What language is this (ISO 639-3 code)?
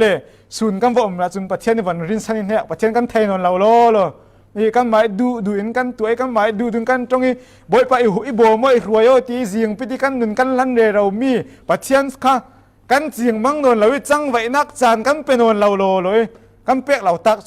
cfm